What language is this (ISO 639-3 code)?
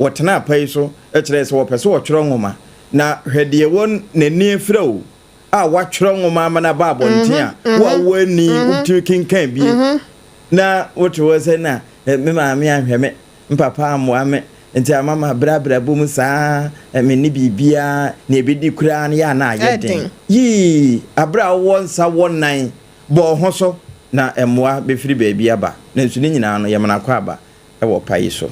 aka